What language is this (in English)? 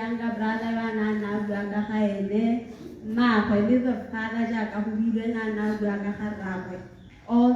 Tswana